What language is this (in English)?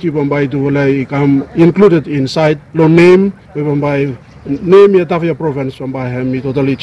Bislama